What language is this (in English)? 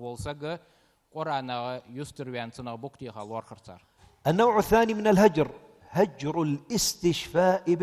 Ingush